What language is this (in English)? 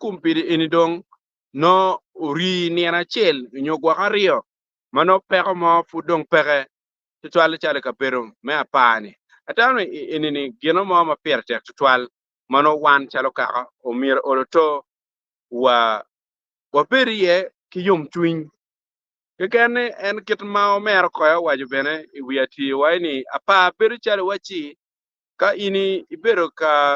Acoli